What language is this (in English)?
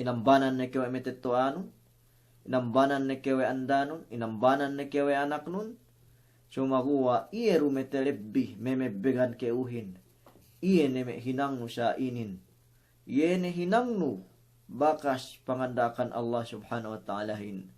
Yakan